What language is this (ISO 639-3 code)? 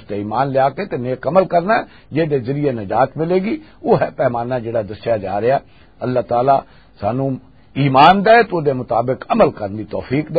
lah